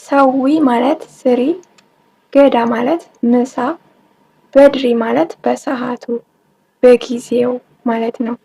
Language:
Amharic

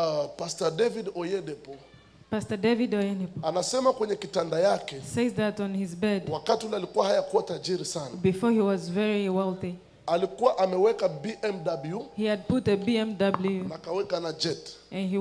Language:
Swahili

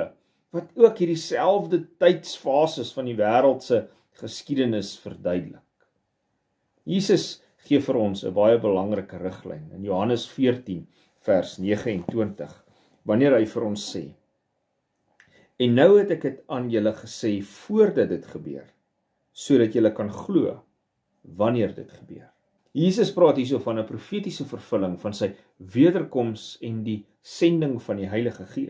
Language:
Afrikaans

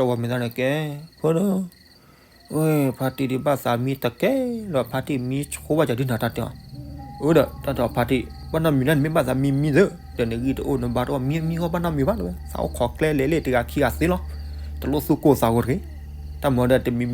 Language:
S'gaw Karen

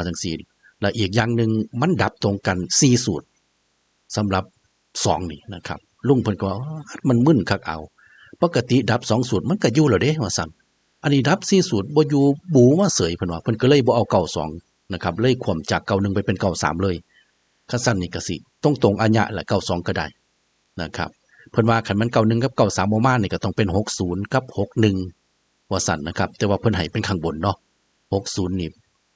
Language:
Northeastern Thai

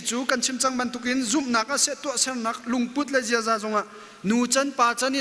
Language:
Hakha Chin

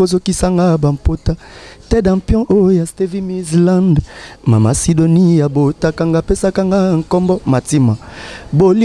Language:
Lingala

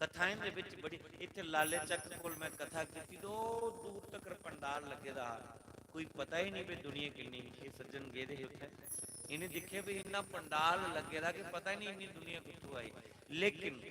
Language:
Dogri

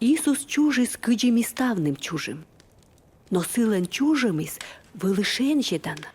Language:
Komi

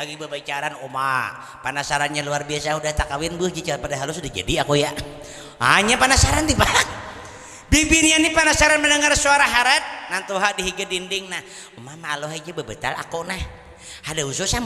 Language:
Banjar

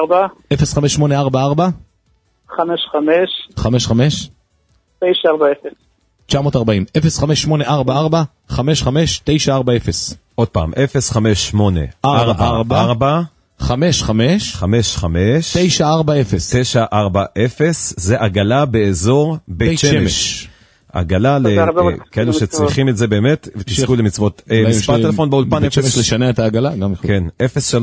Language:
Hebrew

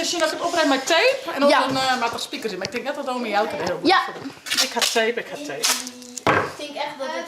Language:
Western Frisian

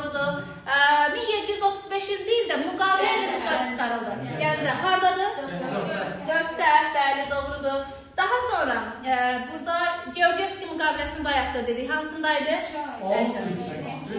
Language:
Azerbaijani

